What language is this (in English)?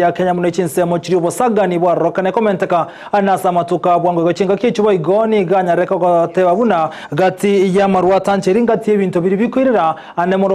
Gusii